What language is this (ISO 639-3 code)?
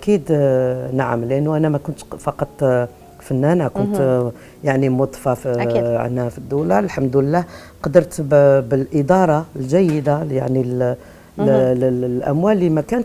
arq